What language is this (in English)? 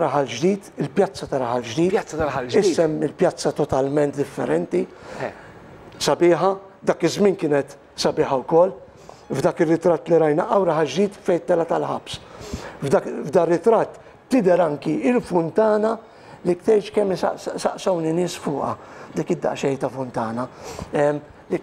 Maltese